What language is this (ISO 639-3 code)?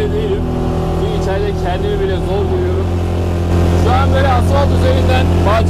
tur